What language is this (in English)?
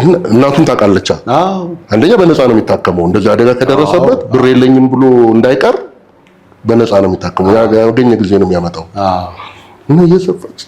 Amharic